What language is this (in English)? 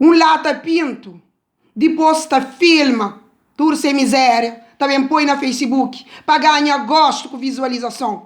Kabuverdianu